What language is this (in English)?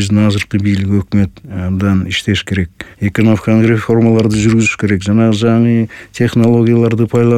Kyrgyz